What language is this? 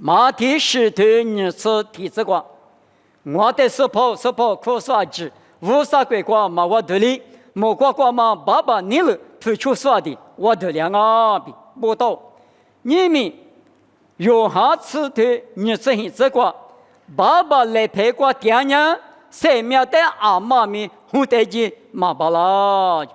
Lisu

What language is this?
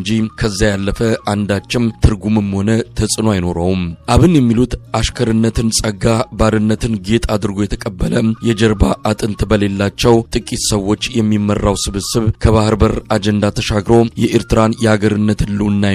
Amharic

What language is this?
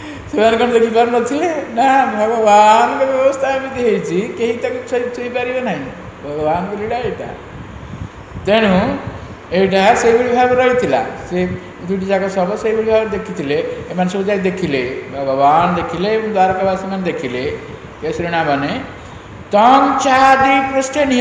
Odia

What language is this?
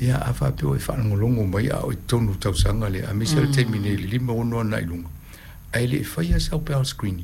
Samoan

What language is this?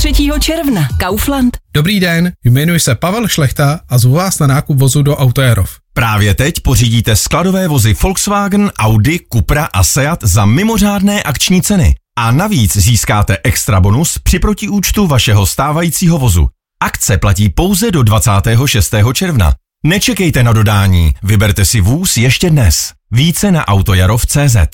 Czech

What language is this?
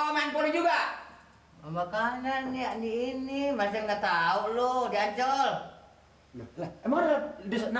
Betawi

